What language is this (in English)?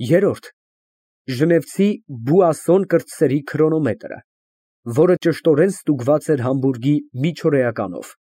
Armenian